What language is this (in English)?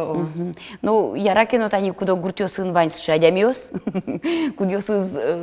Udmurt